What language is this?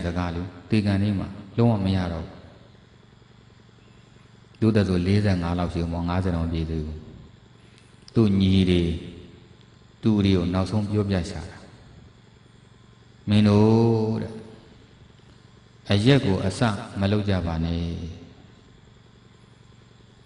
Burmese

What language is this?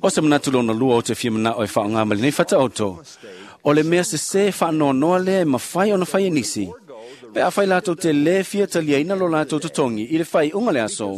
Samoan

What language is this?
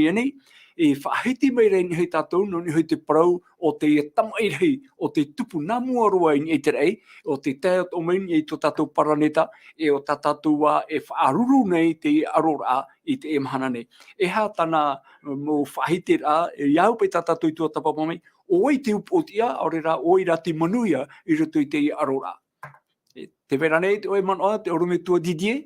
Tahitian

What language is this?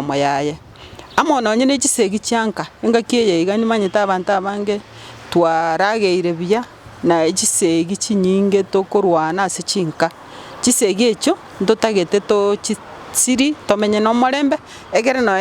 Gusii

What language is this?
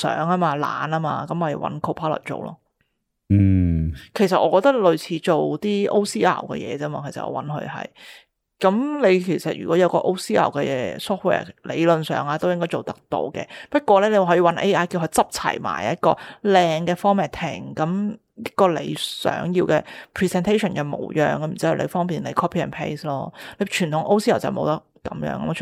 Cantonese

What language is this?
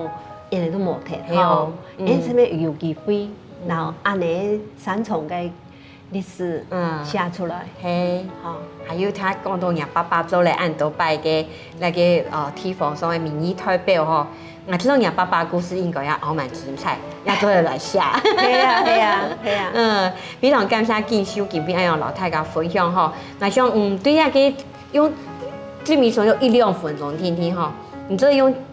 Hakka Chinese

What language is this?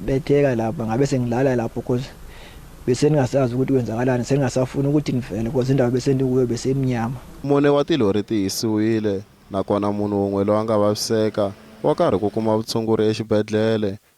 Tsonga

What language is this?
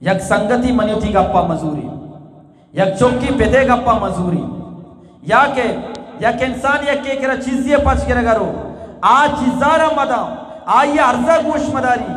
Eastern Balochi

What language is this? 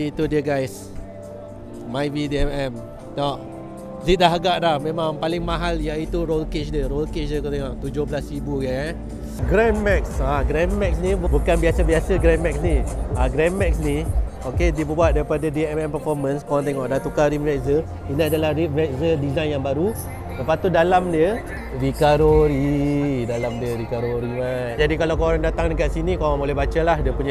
Malay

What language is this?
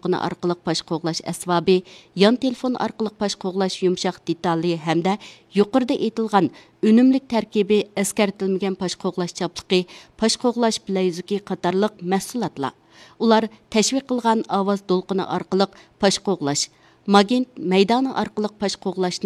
Uyghur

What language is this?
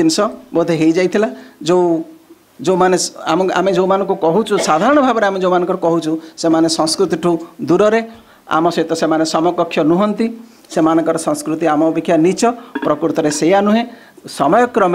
Odia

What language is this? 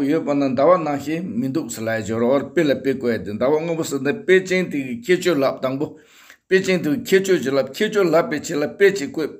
Tibetan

